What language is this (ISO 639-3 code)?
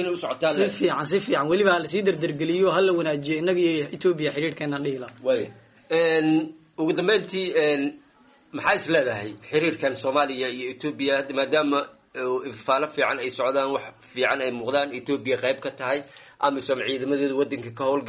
som